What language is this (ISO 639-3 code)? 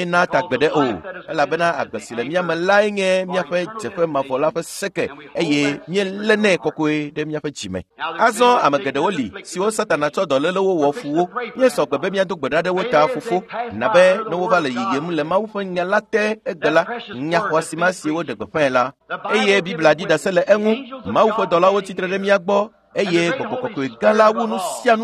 ewe